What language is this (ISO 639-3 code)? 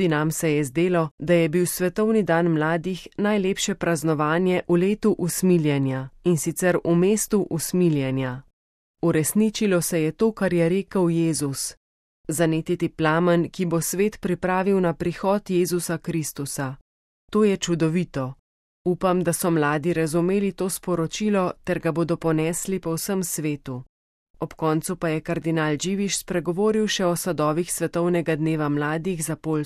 slv